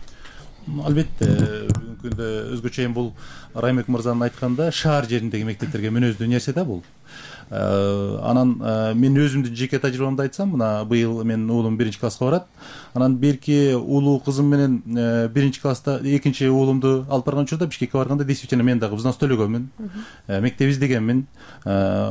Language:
Kyrgyz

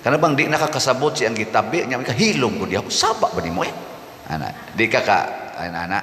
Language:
Cebuano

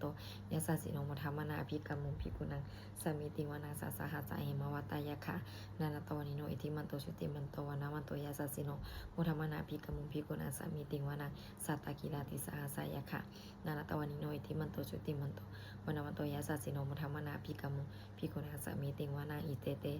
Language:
Pali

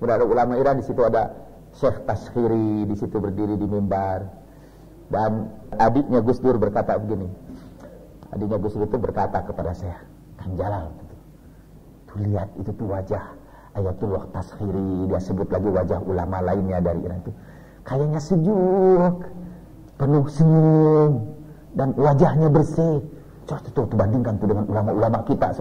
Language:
Indonesian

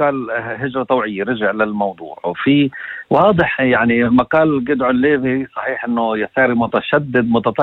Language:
North Levantine Arabic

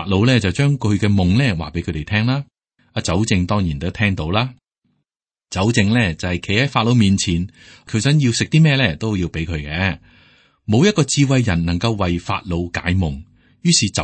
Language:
Cantonese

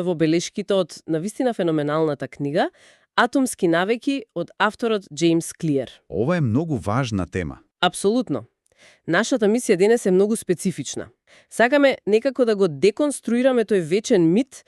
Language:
Macedonian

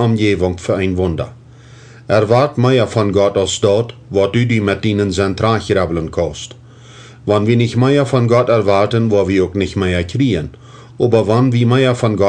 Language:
Plautdietsch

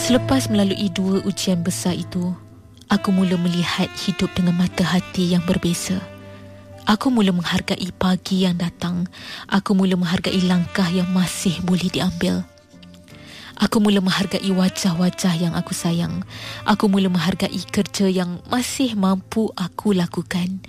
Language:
Malay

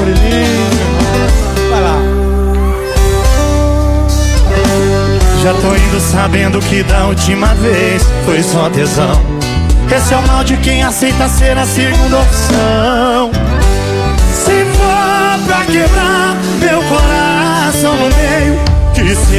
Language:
Portuguese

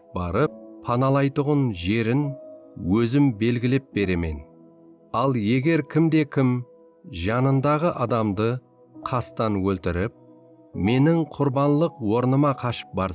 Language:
Kara-Kalpak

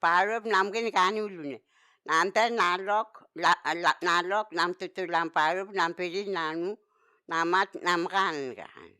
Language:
Vao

